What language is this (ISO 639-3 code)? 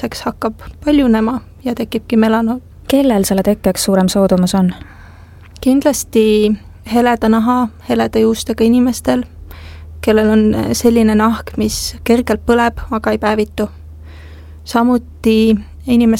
est